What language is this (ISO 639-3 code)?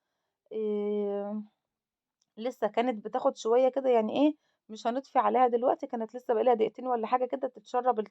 arz